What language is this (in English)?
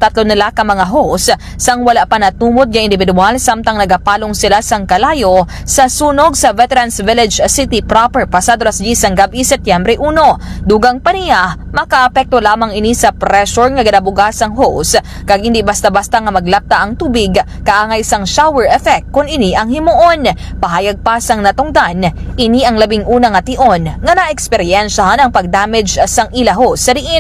Hiligaynon